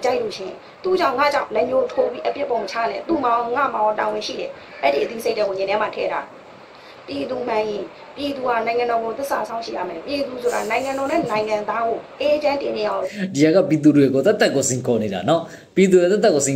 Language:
Burmese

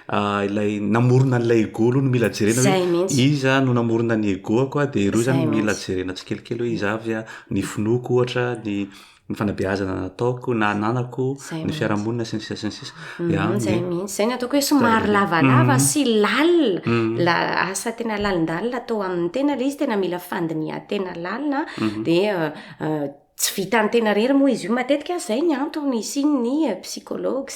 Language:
Malagasy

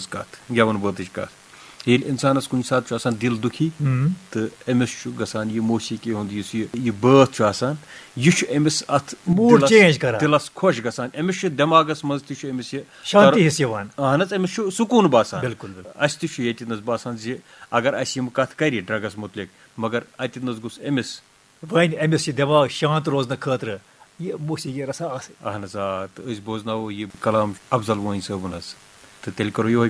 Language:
Kashmiri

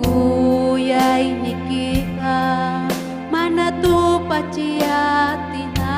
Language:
Ayacucho Quechua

